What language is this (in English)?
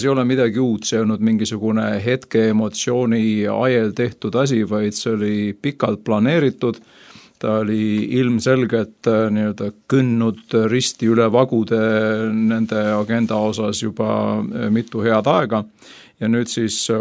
Estonian